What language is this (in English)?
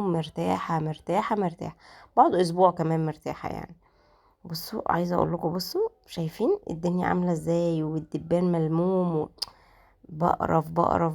Egyptian Arabic